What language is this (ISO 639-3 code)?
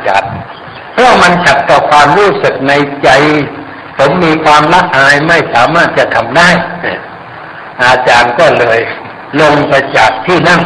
tha